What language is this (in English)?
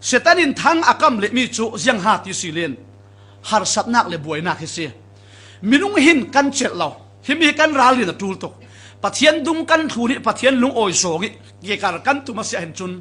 Falam Chin